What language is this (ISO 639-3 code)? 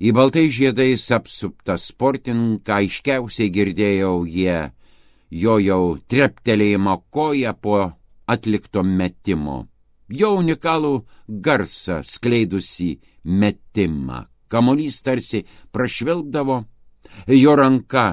lit